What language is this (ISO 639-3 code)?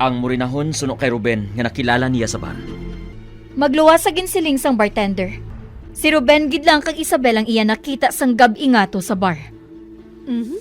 hil